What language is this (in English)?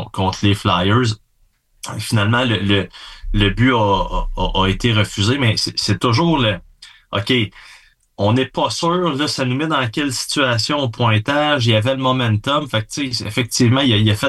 French